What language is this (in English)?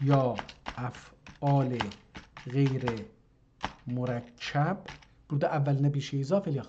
South Azerbaijani